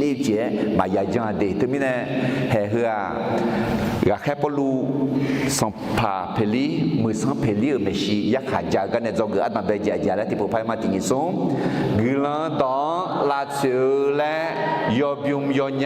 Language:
Akha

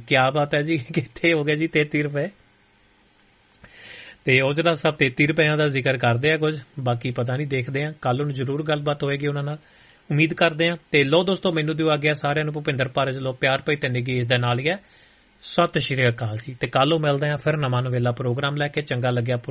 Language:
Punjabi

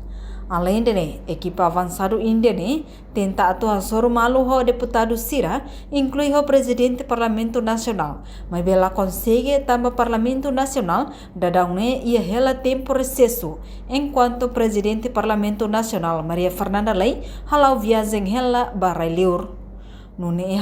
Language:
Tetum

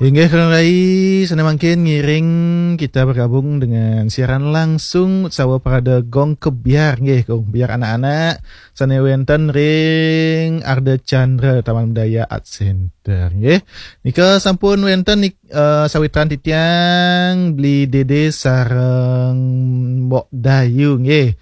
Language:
Balinese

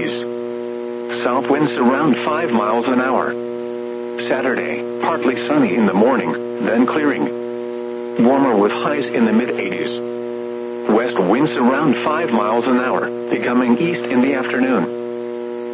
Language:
English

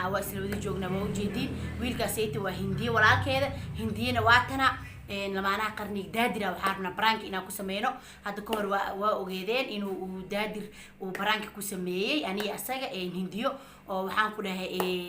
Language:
Somali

